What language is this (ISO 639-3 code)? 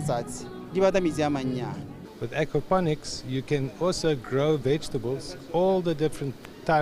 tsn